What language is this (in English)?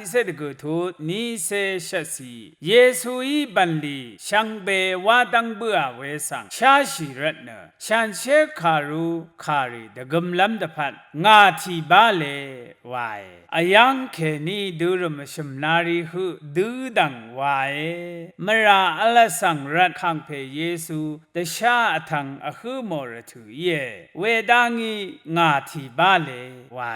Rawang